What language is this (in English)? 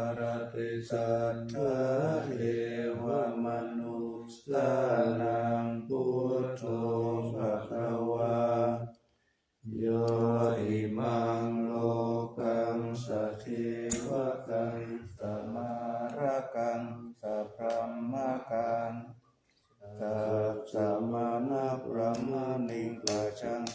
Pali